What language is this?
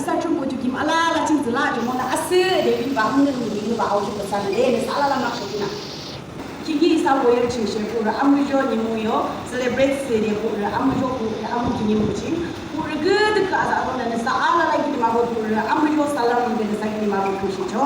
Yimchungru Naga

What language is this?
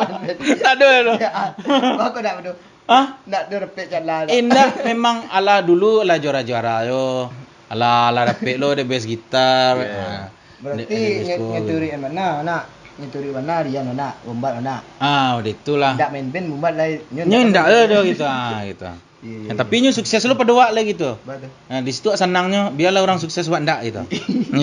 Minangkabau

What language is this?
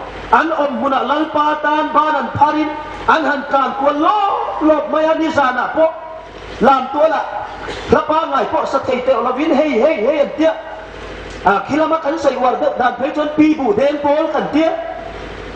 Hmar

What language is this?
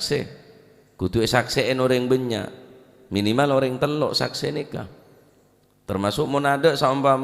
Madurese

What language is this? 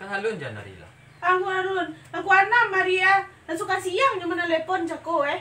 Minangkabau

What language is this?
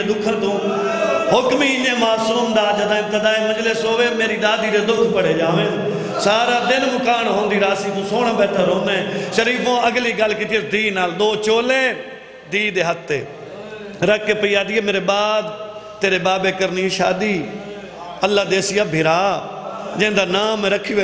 Saraiki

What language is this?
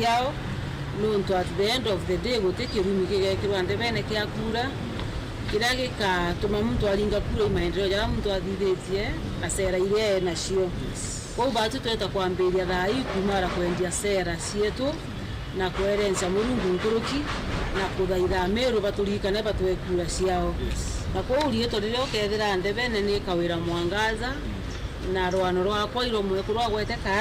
Meru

